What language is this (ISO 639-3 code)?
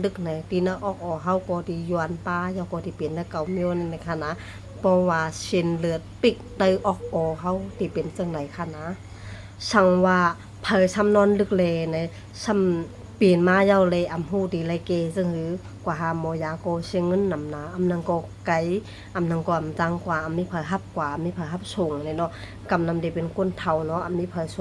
shn